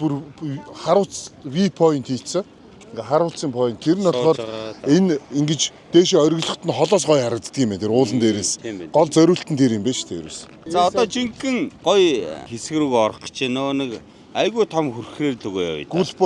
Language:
Mongolian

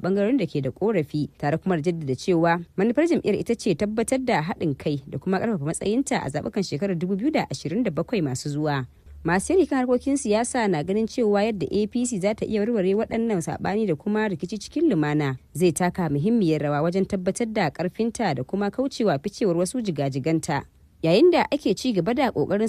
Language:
Hausa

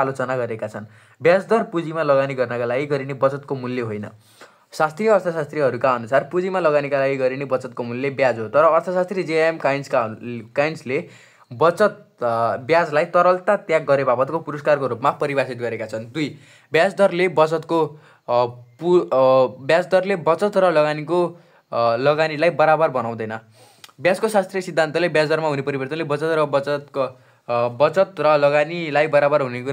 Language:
Nepali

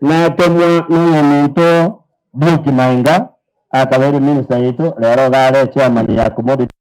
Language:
Gusii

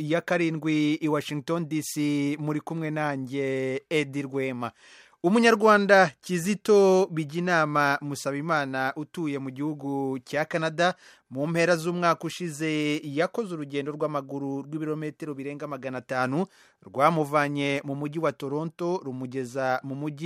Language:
Kinyarwanda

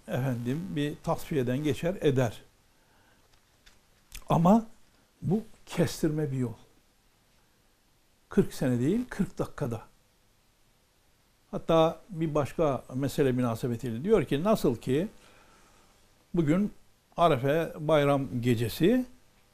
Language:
Turkish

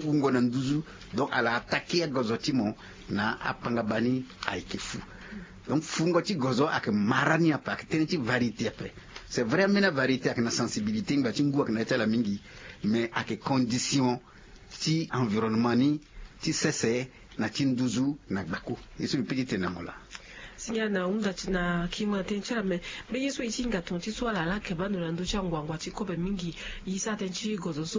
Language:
Sango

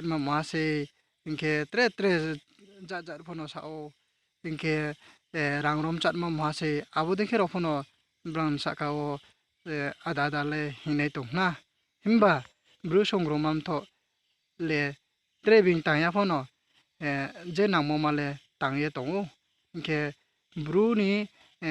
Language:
Riang (India)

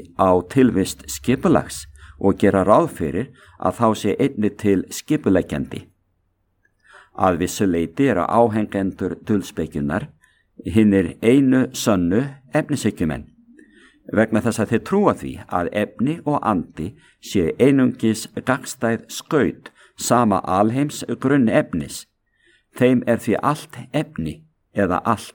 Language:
Icelandic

